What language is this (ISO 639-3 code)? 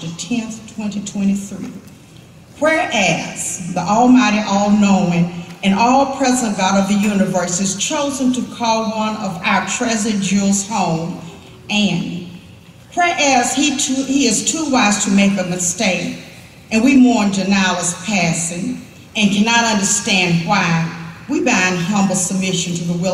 eng